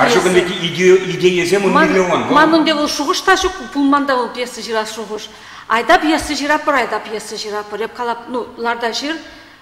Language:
Chuvash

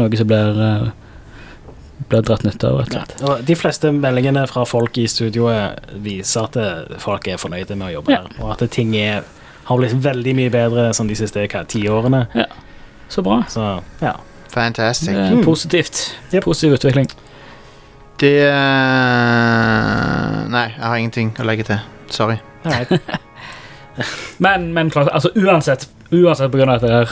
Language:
Norwegian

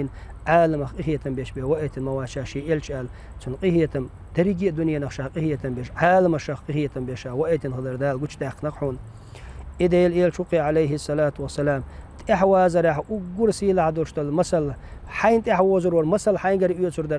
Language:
Chechen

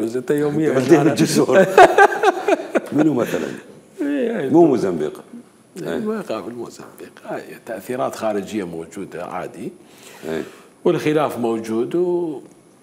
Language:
Mesopotamian Arabic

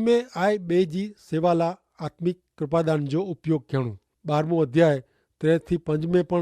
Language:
Kachhi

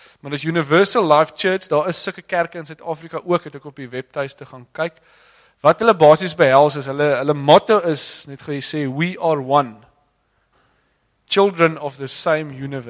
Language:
Afrikaans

